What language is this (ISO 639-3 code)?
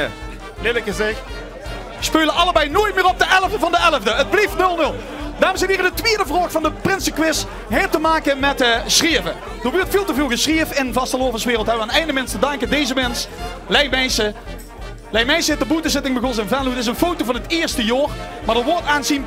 lim